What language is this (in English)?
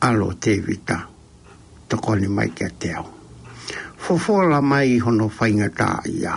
Tongan